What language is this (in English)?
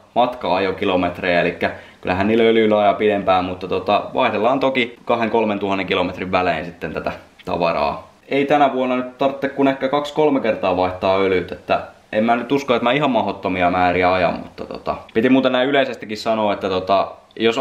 Finnish